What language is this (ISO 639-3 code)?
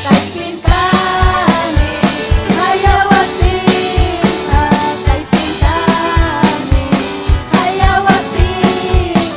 quy